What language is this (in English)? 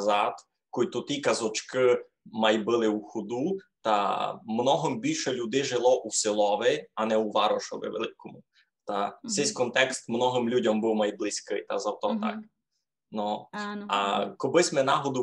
Rusyn